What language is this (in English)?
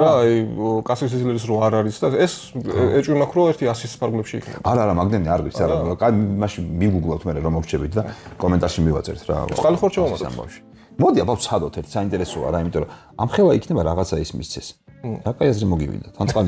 Georgian